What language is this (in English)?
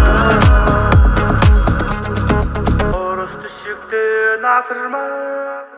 Kazakh